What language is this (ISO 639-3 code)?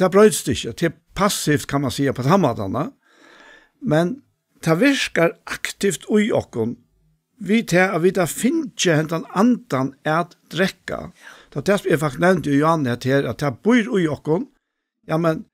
fao